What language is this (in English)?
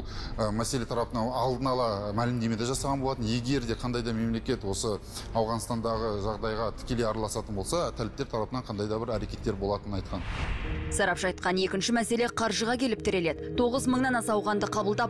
Kazakh